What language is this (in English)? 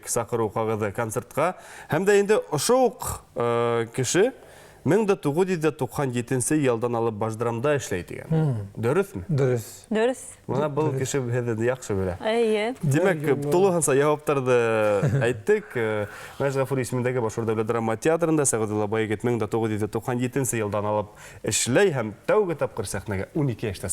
Bashkir